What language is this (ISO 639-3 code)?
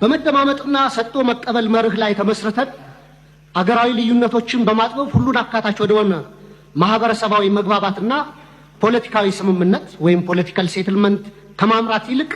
amh